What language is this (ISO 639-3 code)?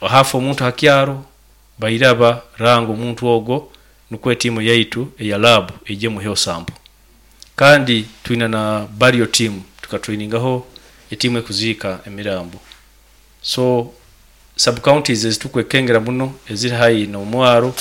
nyo